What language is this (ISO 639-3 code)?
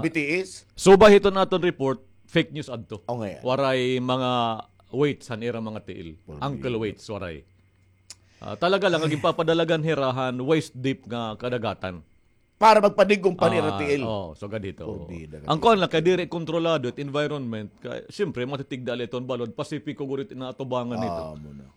war